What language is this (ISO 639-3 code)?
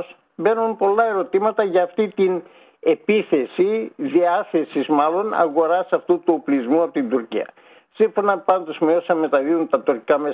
ell